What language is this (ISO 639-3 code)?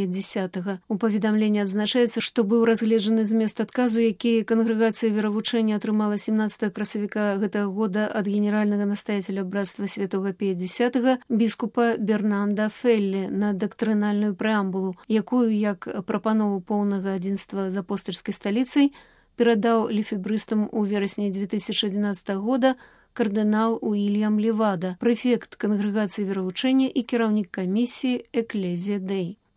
bel